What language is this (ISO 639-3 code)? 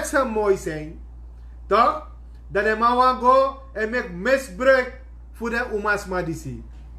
srn